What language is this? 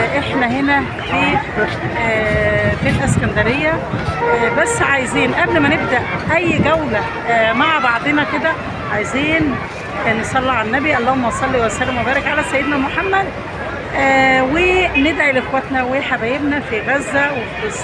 Egyptian Arabic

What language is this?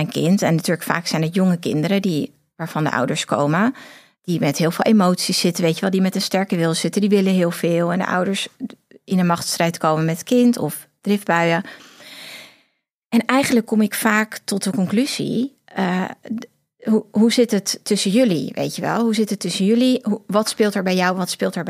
Dutch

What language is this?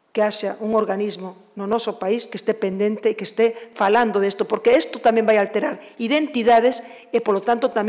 Galician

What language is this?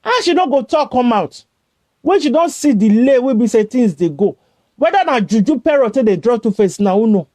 Nigerian Pidgin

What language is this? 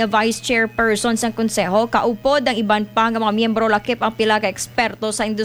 Hiligaynon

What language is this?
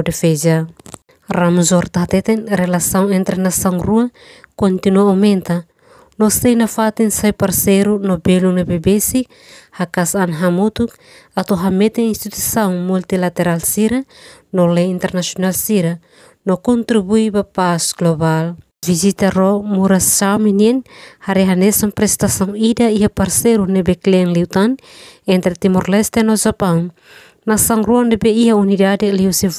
Tetum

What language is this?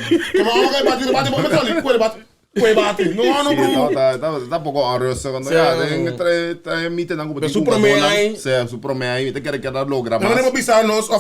Papiamento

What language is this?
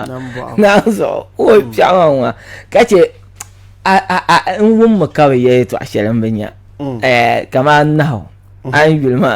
Dagbani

